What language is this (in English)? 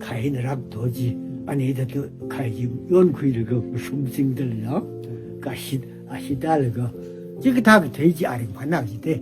Tangkhul Naga (India)